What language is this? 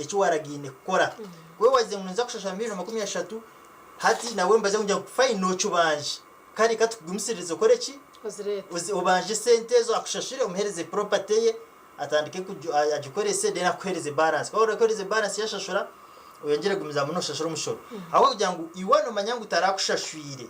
Nyankole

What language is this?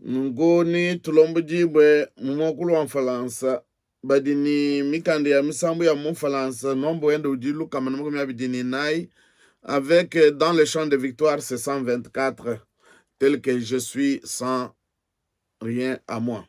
Luba-Lulua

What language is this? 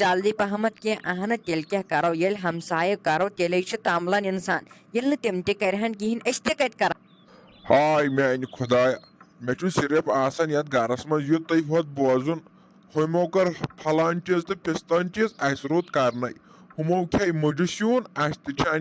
Kashmiri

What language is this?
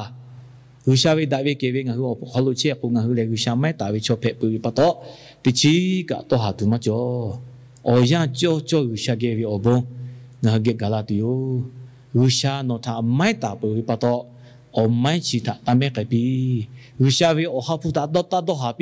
Lahu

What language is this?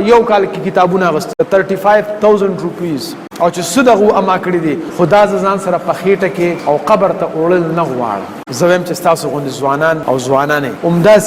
Pashto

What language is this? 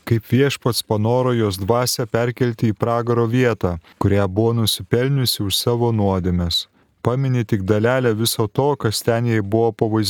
Lithuanian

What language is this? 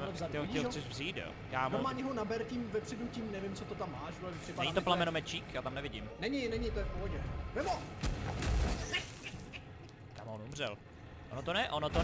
Czech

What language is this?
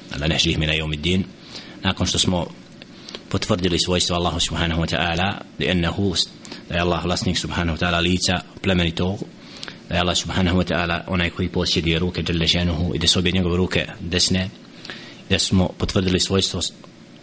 Bosnian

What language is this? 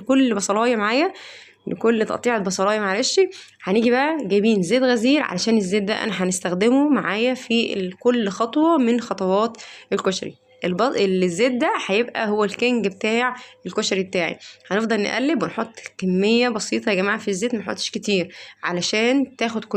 Egyptian Arabic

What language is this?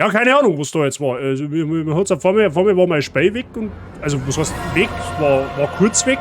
Bavarian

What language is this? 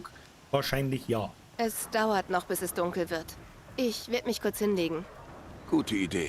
Bavarian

